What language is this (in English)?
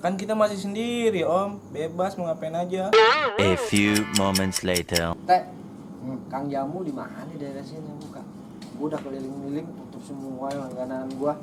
Betawi